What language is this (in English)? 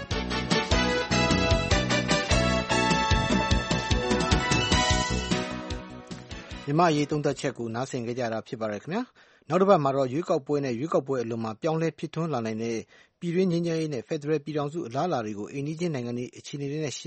Burmese